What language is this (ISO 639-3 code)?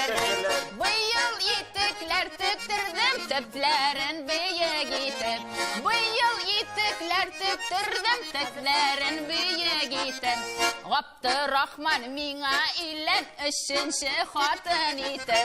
tat